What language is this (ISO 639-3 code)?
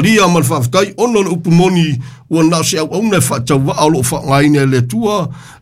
smo